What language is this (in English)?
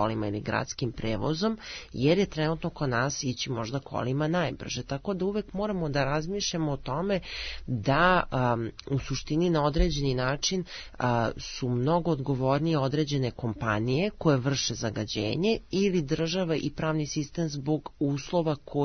Serbian